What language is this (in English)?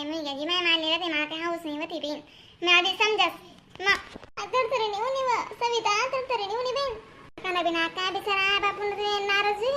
Khandesi